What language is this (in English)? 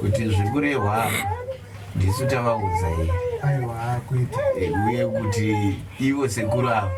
Shona